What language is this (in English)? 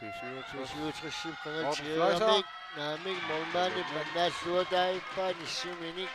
Kalaallisut